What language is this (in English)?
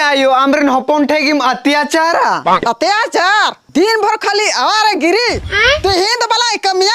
Santali